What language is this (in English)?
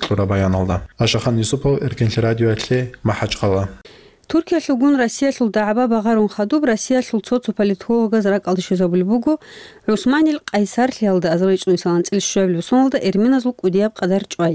Avaric